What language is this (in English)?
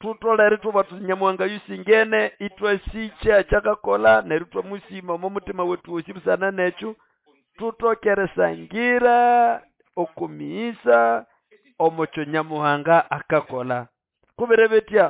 Nande